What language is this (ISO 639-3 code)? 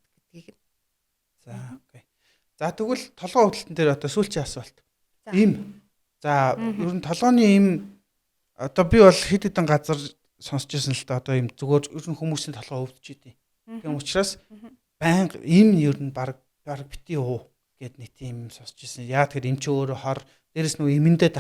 mon